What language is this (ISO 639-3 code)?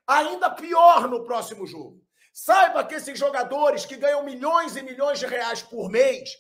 por